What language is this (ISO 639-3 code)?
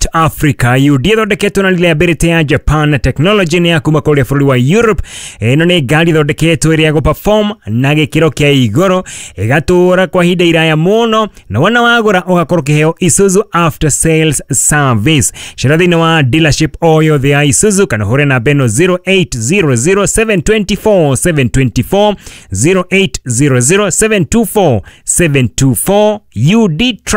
kik